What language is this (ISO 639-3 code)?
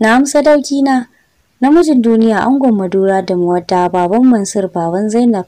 hau